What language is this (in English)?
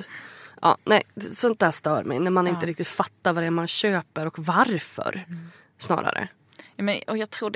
Swedish